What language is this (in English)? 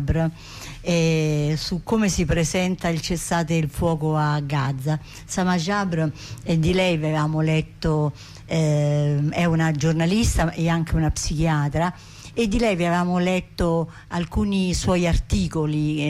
Italian